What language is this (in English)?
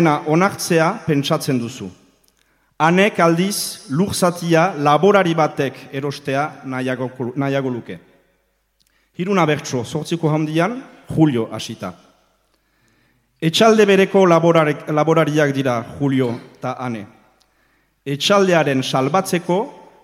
Basque